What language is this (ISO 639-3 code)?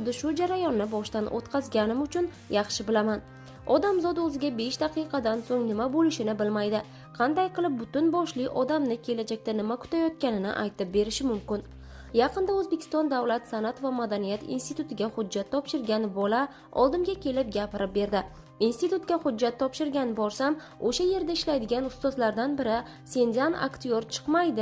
uzb